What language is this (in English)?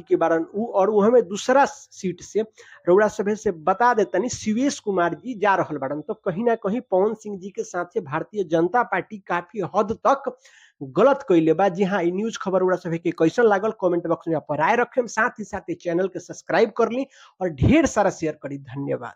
Bhojpuri